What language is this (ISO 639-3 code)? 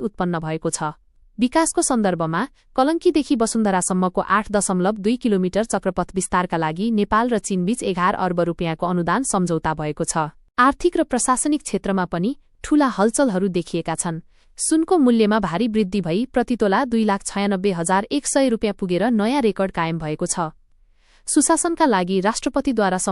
nep